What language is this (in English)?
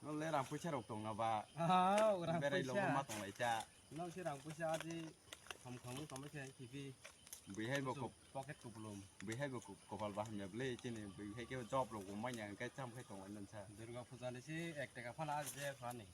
Kok Borok